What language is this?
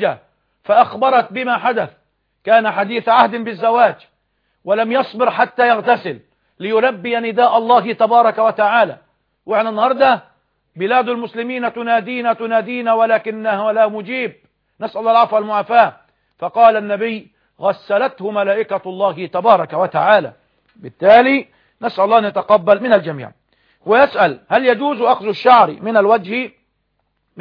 Arabic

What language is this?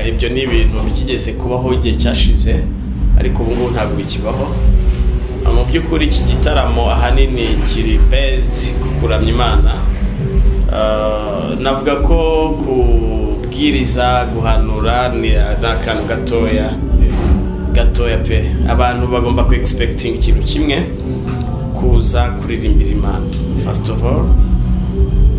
Kinyarwanda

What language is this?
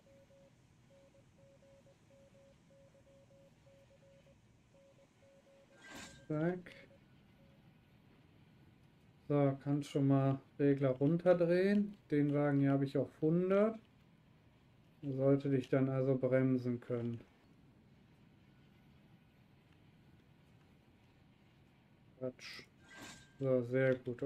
German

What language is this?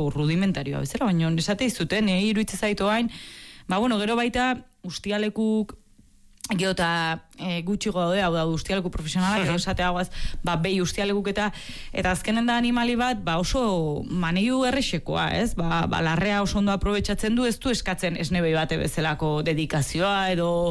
Basque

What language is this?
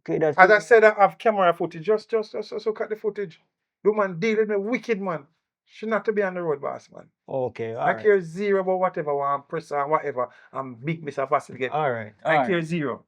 Jamaican Creole English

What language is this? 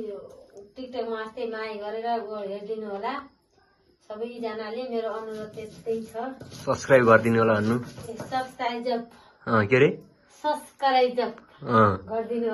Nepali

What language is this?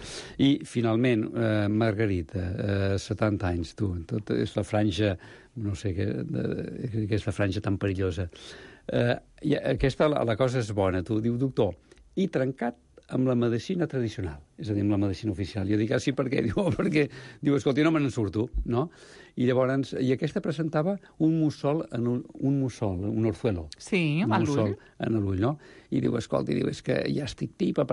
Catalan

